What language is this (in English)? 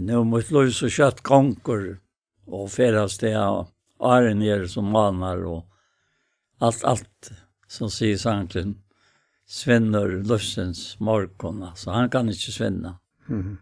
Faroese